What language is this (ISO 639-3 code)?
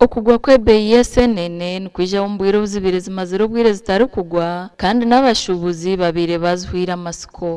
nyn